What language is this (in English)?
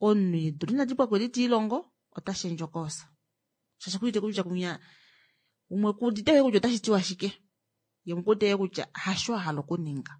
Kuanyama